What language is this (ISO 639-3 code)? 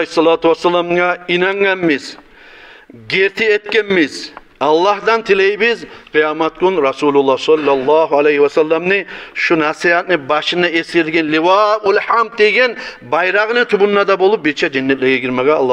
kum